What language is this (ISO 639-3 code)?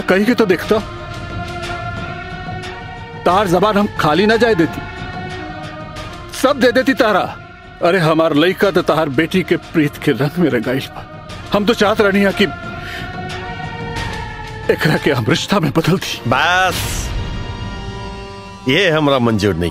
bho